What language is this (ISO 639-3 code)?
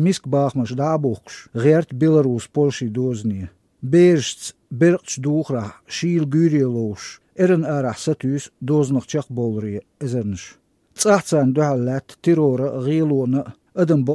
che